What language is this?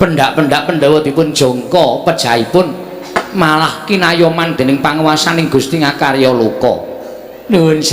Javanese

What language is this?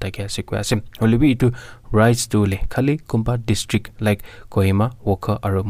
Naga Pidgin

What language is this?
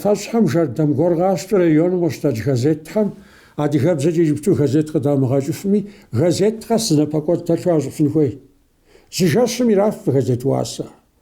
Kabardian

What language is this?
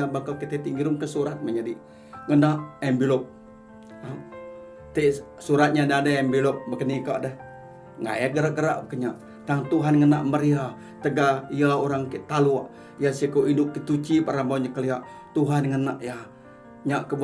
Iban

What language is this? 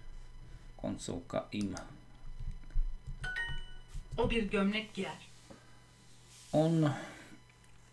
Slovak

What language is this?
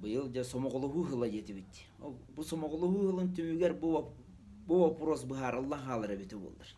Yakut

